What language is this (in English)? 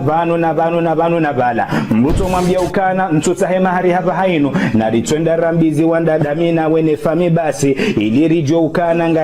Ngazidja Comorian